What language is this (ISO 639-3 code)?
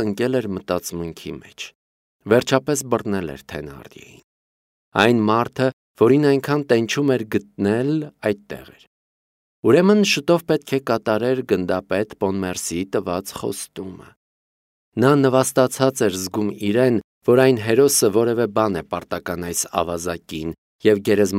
hye